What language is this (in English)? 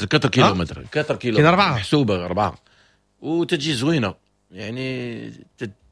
Moroccan Arabic